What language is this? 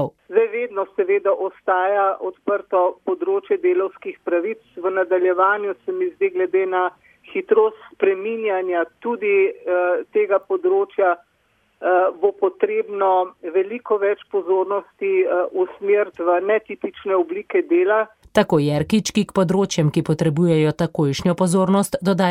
Slovenian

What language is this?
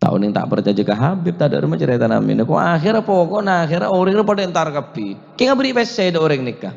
Madurese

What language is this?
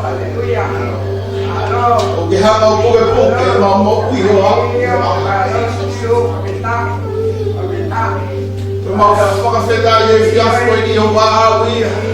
Tongan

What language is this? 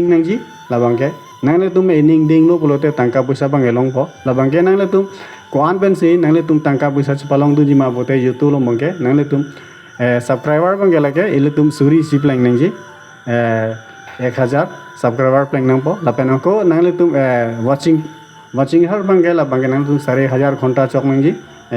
Karbi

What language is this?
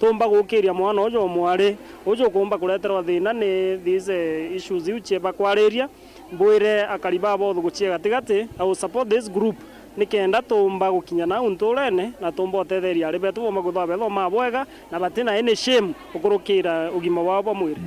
Meru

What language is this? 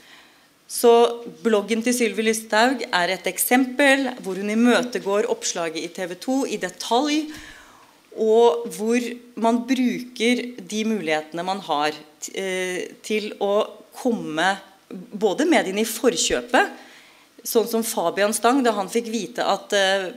Norwegian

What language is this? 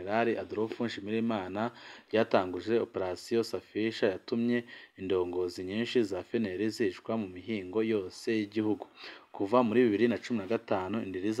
Rundi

